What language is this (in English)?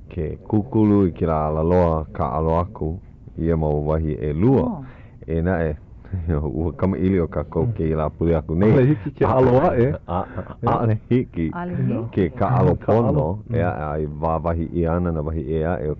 Hawaiian